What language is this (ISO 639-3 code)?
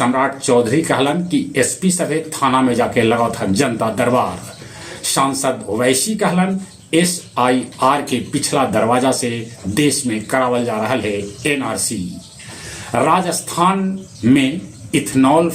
mag